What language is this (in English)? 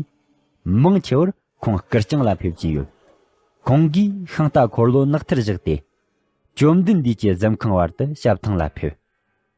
Tibetan